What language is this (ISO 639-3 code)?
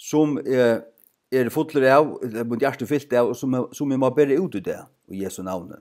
fao